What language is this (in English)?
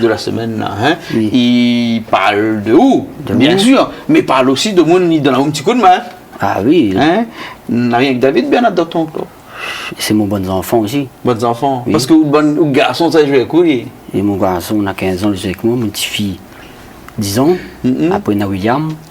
Réunion Creole French